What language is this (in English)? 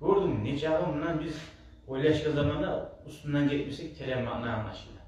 Kumyk